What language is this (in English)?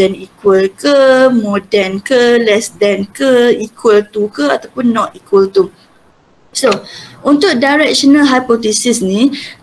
Malay